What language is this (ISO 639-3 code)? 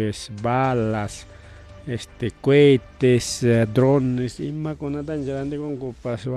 quy